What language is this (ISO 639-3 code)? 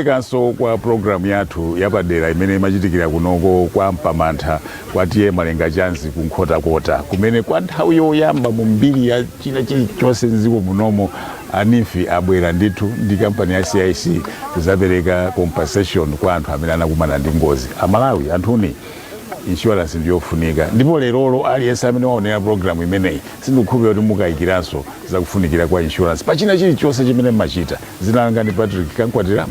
nya